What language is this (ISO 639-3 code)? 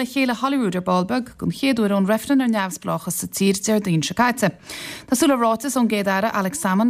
gle